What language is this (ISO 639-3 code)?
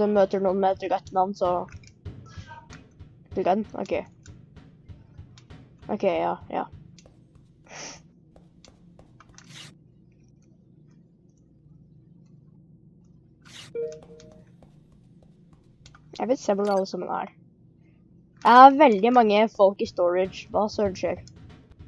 nor